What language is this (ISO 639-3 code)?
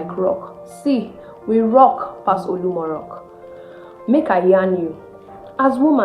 pcm